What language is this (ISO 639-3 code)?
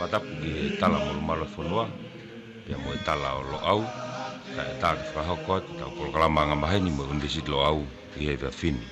ton